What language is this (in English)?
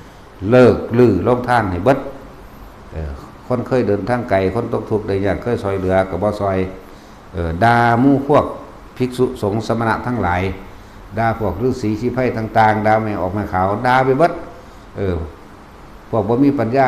Northeastern Thai